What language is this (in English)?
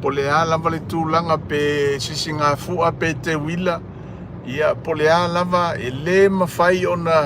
Samoan